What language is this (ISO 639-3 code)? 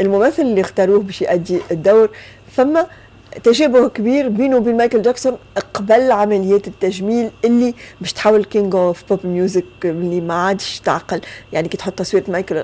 aeb